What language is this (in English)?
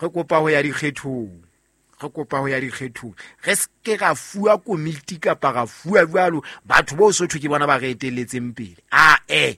Southern Sotho